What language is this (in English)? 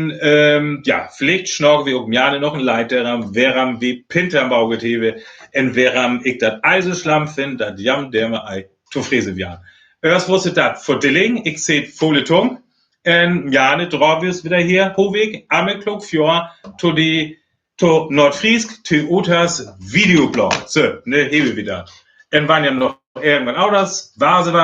Northern Frisian